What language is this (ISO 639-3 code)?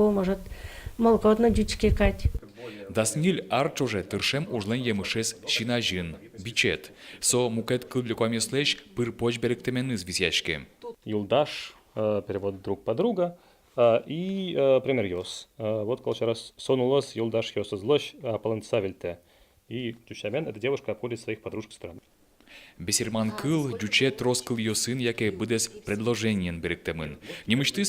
udm